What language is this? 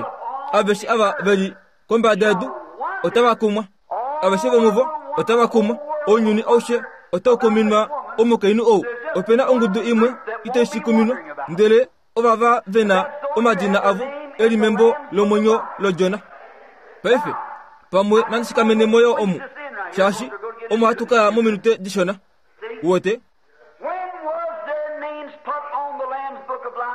Kuanyama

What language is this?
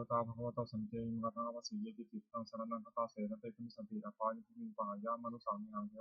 Pali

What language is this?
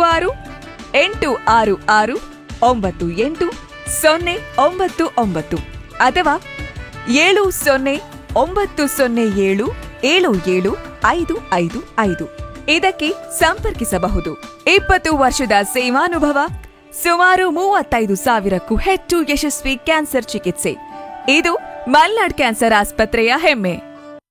Kannada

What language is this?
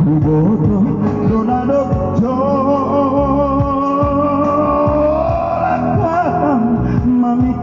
Batak Simalungun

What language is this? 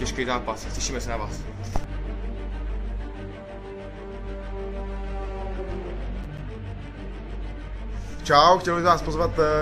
Czech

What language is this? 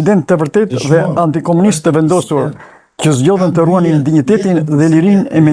Albanian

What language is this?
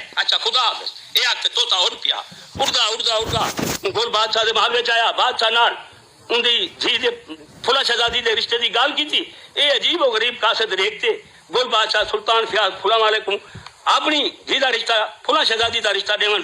Saraiki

